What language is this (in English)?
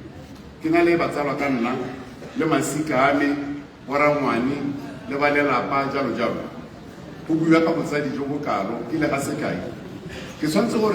Tswana